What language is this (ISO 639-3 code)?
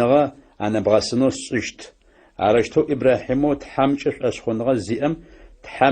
ady